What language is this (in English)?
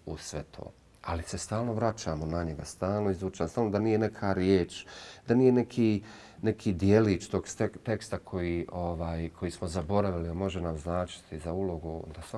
Bosnian